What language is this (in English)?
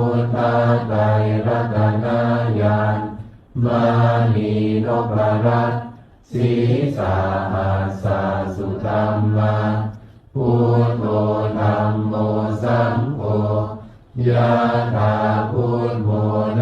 Pali